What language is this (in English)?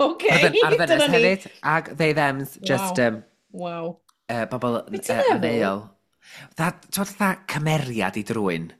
Welsh